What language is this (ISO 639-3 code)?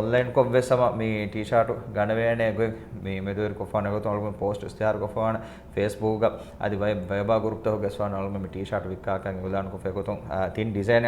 div